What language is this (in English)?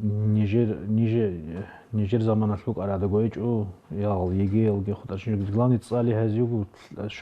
Avaric